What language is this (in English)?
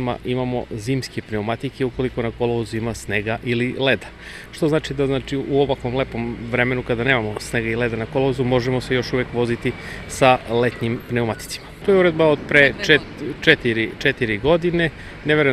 Serbian